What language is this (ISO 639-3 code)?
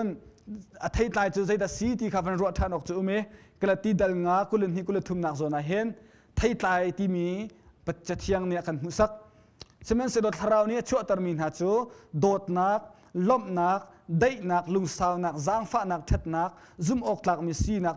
cnh